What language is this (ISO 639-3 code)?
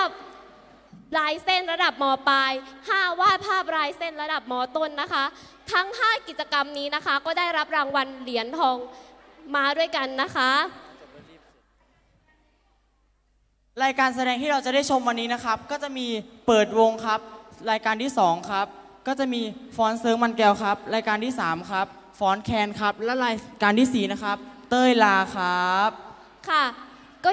tha